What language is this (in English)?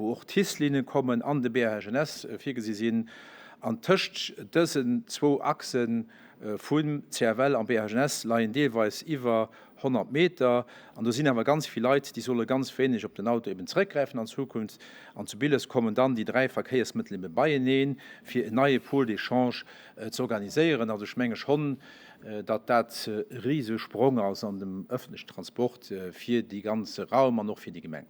Luxembourgish